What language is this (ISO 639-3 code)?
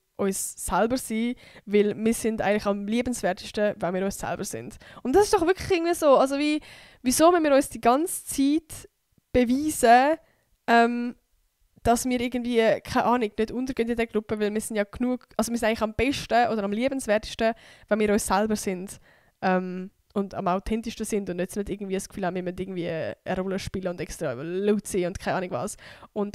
gsw